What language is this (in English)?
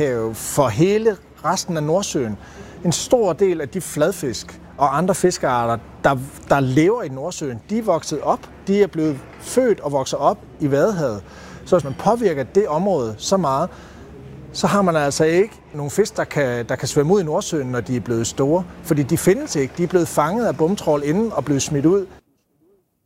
Danish